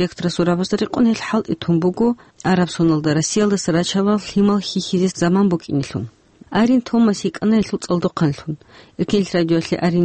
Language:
Avaric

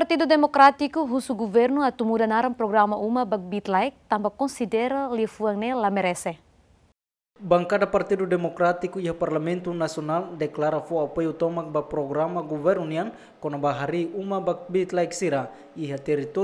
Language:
Tetum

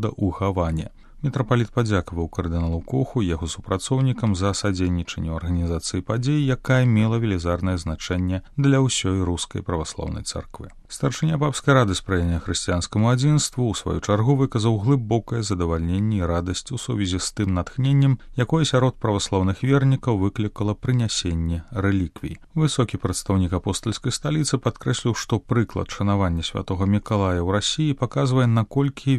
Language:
Belarusian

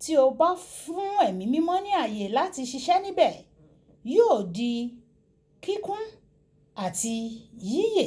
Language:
Yoruba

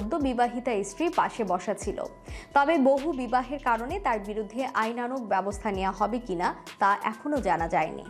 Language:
Bangla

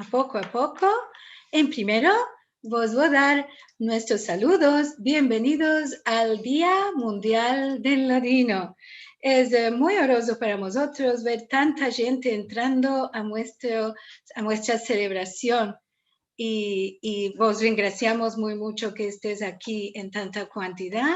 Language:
Ladino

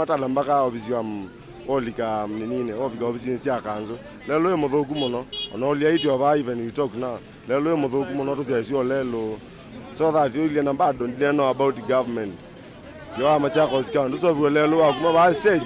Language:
Kamba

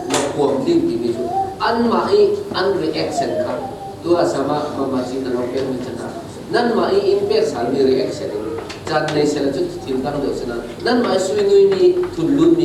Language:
Falam Chin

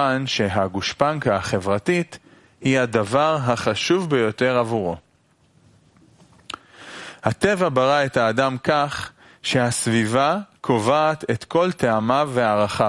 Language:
Hebrew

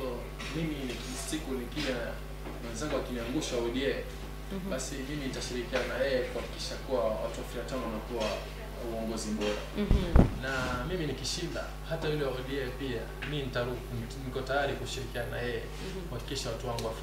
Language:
Swahili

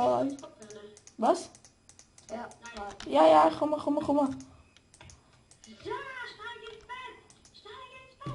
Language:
Swiss German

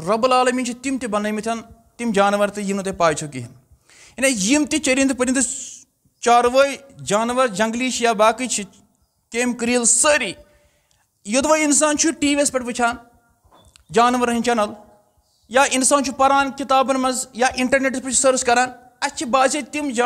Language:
Kashmiri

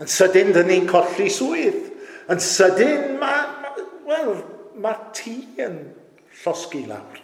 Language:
Welsh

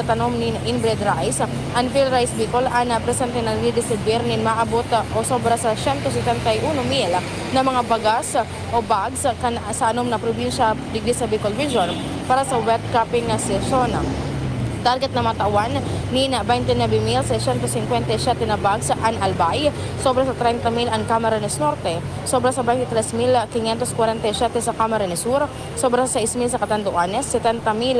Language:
Bikol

